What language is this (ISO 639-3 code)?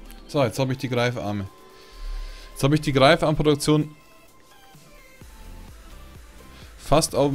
deu